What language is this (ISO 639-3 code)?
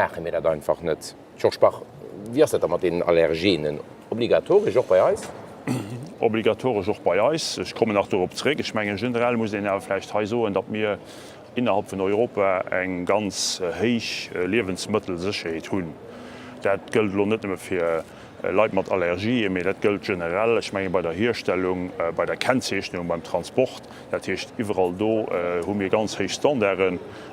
ltz